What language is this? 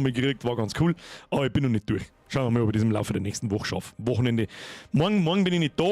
Bavarian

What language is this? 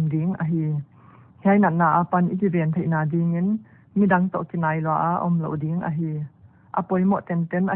Paite Chin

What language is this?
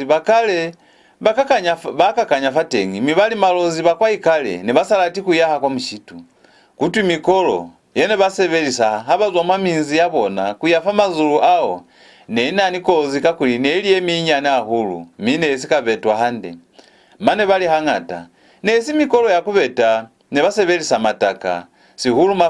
Lozi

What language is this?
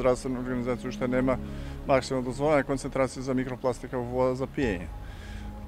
Macedonian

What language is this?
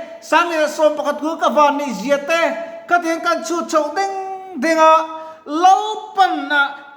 Mizo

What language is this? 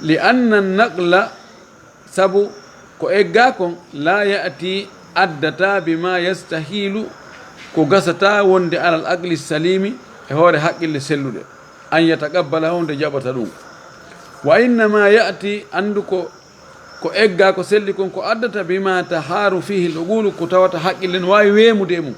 Fula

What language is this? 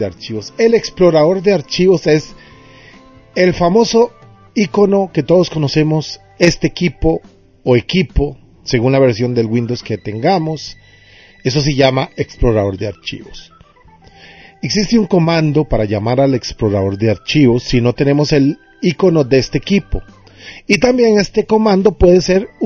Spanish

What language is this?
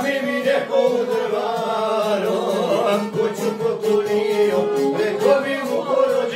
Croatian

